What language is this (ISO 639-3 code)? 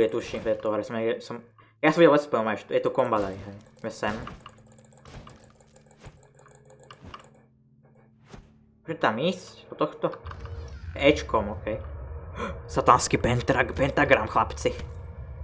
slk